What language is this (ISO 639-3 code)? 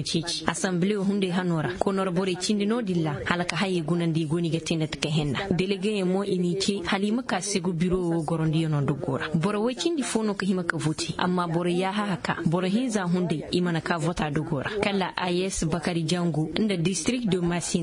ses